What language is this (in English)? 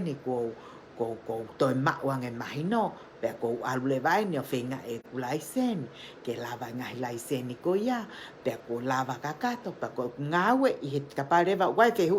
Tongan